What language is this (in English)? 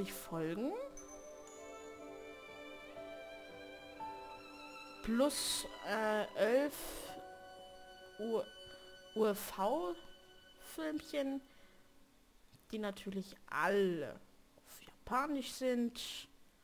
German